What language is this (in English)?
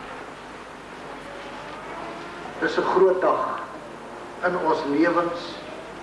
Afrikaans